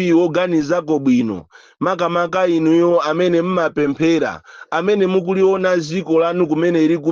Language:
Nyanja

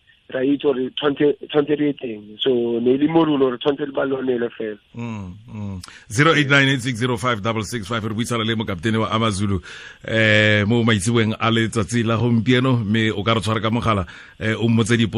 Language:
Tswana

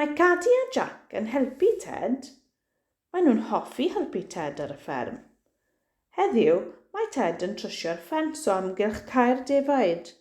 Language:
Welsh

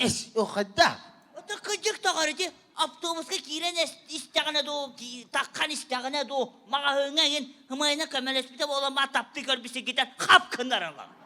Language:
Yakut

